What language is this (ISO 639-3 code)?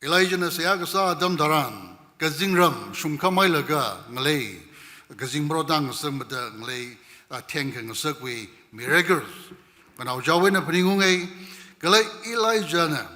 nmf